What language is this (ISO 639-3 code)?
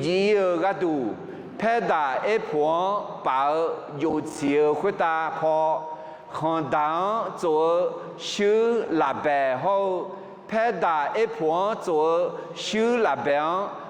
ahk